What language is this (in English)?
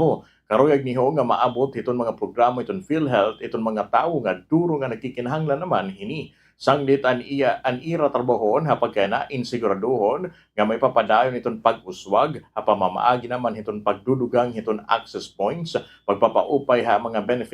Waray